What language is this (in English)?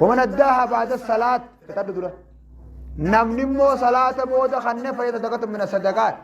Oromo